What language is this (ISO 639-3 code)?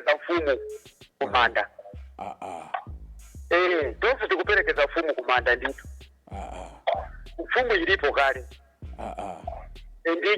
nya